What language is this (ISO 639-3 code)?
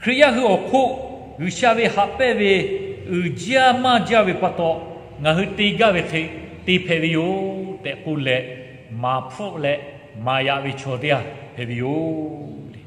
lhu